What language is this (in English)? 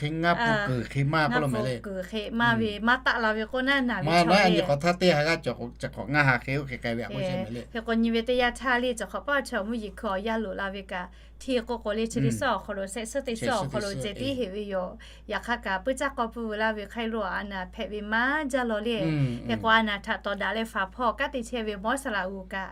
Lahu